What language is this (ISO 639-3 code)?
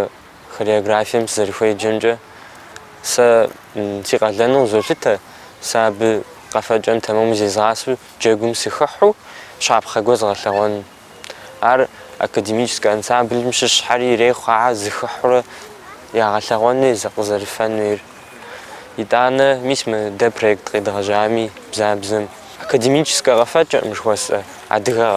kbd